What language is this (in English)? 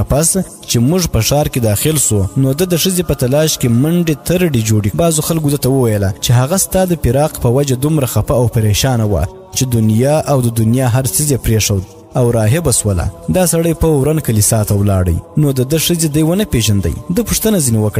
Pashto